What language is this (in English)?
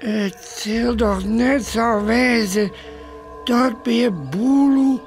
Western Frisian